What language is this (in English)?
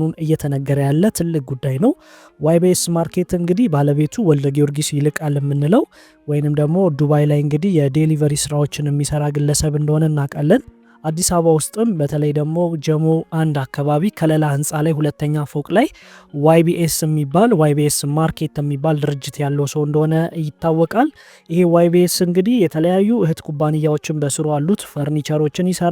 Amharic